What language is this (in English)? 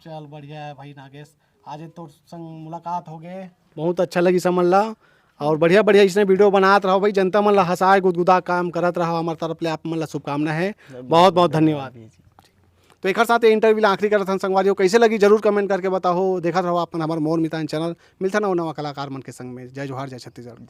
Chhattisgarhi